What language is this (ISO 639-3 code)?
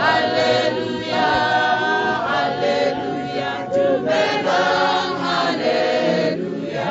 tsn